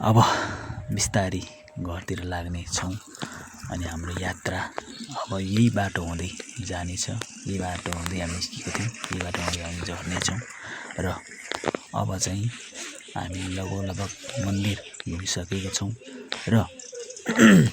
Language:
Nepali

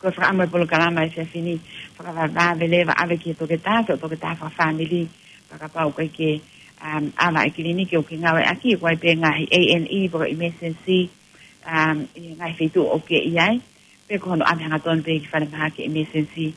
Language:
Tongan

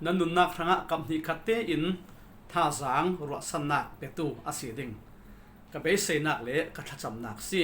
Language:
Falam Chin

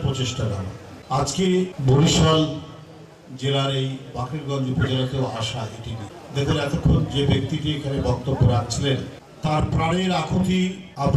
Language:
Bangla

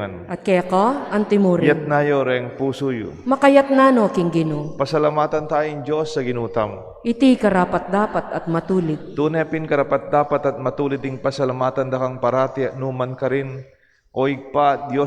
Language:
Pampanga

